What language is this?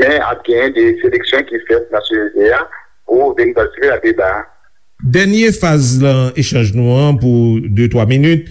Haitian Creole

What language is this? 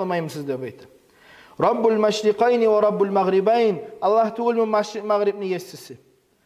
Kumyk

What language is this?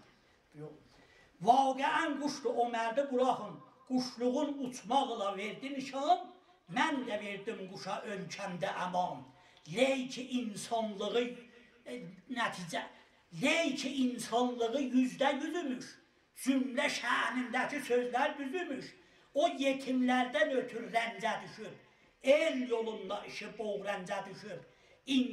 South Azerbaijani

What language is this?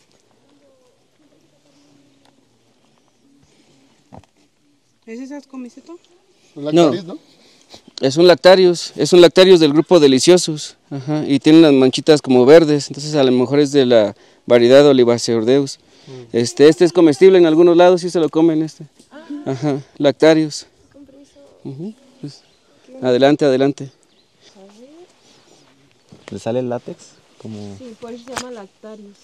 Spanish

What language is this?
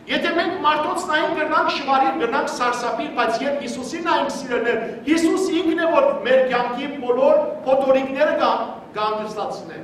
Western Armenian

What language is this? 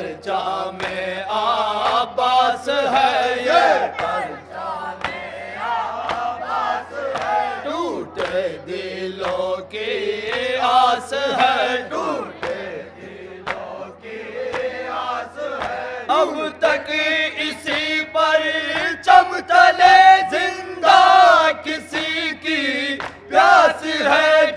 Urdu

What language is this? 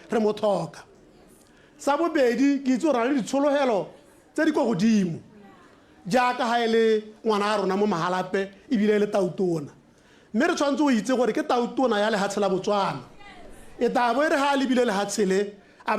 Tswana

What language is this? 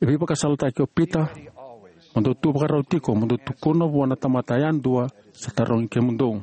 Fijian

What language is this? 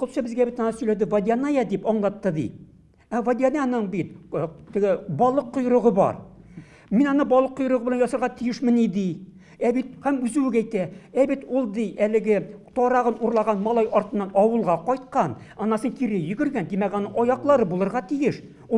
Tatar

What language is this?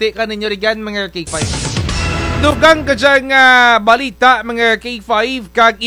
Kinaray-a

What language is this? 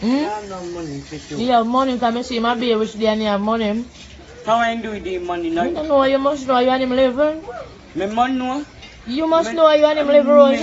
Jamaican Creole English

